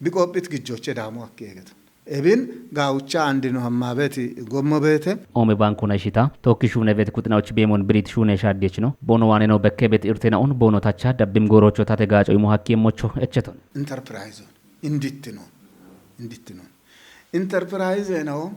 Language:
Kafa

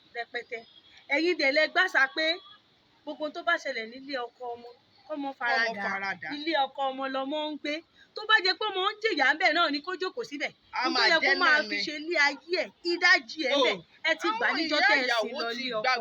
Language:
Yoruba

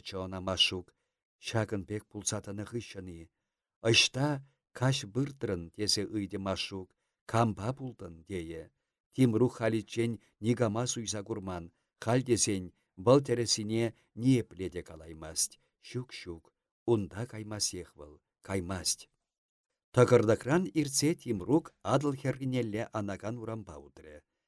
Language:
Chuvash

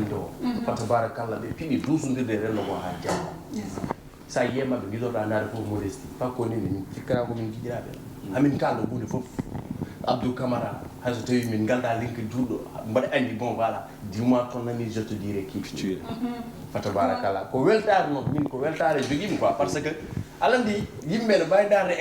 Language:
Fula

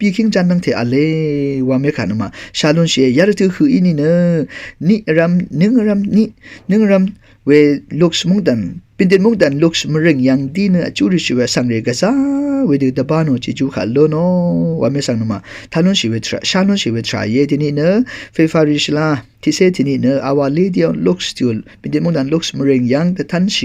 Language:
Rawang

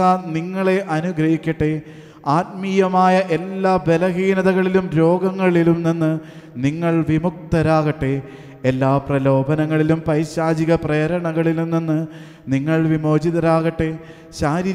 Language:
Malayalam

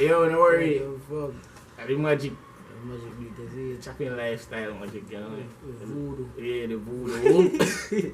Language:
Jamaican Creole English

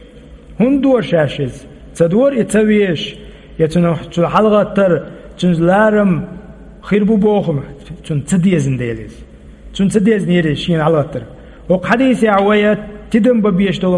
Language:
Chechen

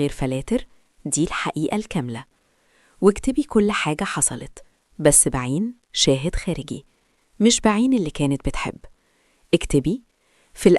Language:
Egyptian Arabic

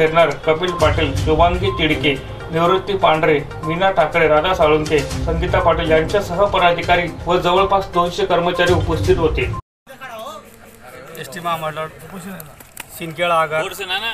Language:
Marathi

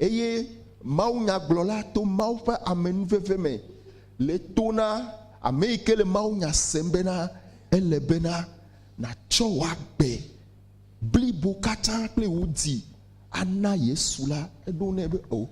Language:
Ewe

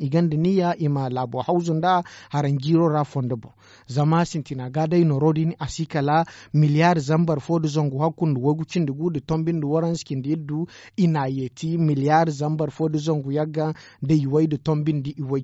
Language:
Zarma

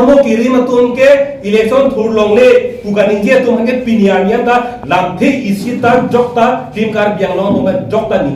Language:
Karbi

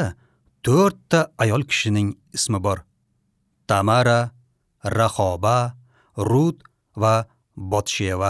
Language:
Uzbek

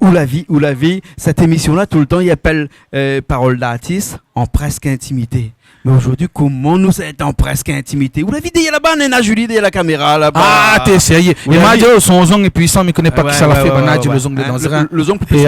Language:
Réunion Creole French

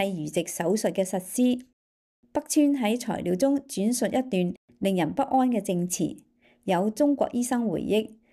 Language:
Cantonese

